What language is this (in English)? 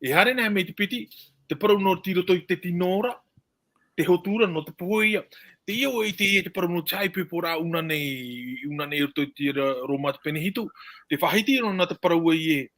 Tahitian